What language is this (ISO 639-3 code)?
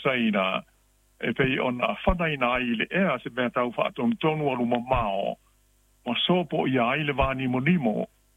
smo